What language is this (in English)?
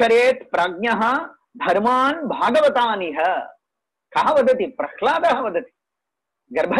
Sanskrit